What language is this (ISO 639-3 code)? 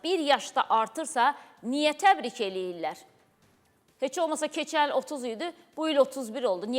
aze